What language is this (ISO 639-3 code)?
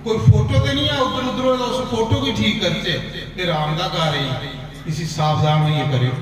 doi